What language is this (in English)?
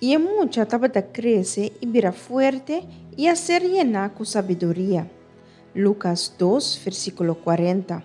Papiamento